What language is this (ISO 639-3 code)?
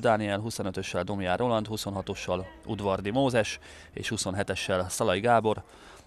hun